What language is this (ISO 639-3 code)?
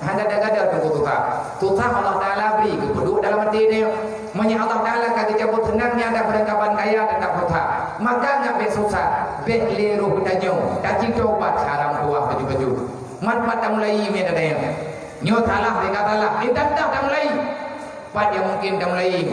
ace